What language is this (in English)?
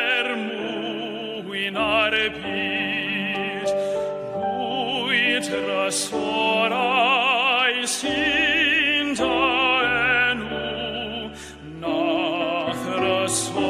Welsh